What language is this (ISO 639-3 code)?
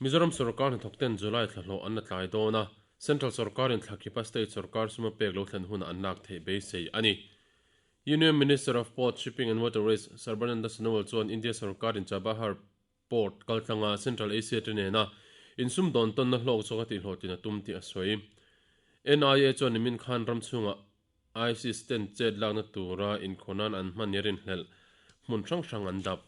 lus